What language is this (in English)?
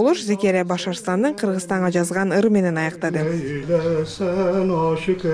Kyrgyz